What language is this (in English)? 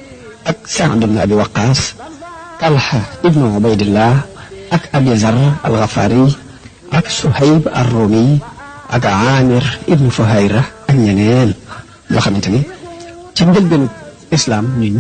Wolof